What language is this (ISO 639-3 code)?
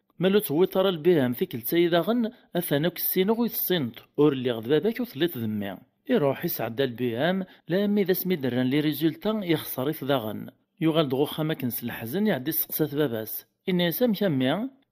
kab